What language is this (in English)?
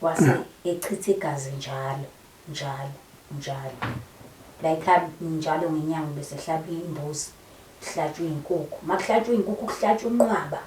Zulu